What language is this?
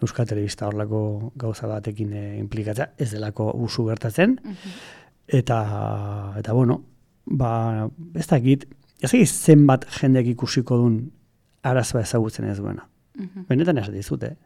Basque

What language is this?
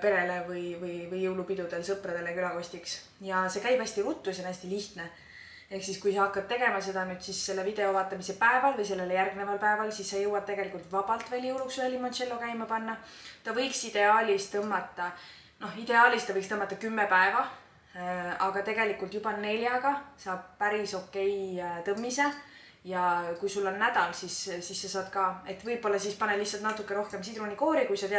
Estonian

